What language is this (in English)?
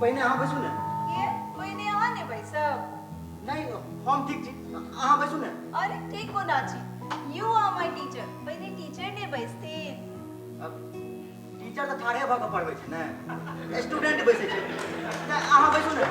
Maithili